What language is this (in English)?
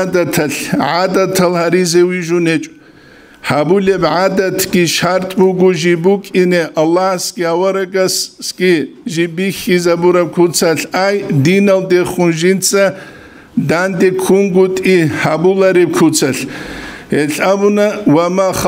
Avaric